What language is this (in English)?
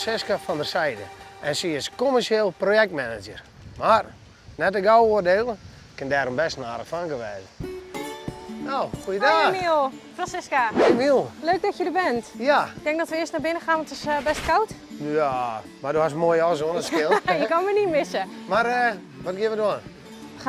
Western Frisian